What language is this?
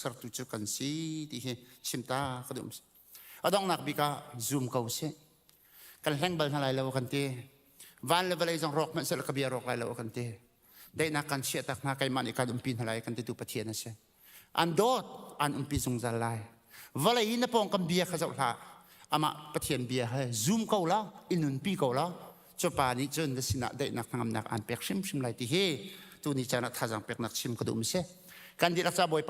Hakha Chin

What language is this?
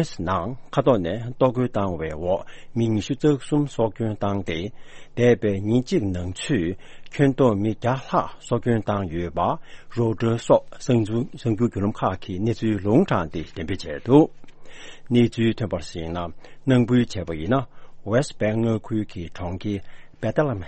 Tibetan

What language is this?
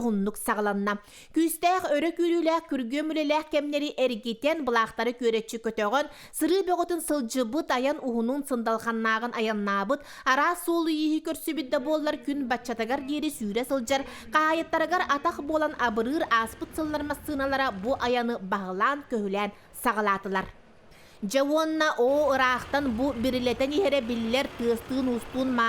Yakut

